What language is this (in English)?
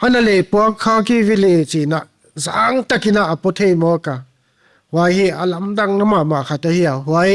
Paite Chin